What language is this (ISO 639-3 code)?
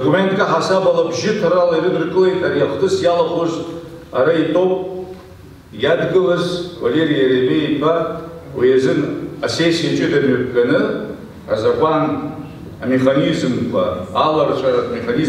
abk